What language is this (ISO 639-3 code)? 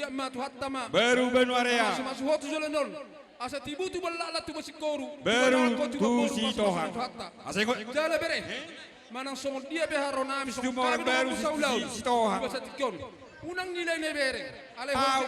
bbc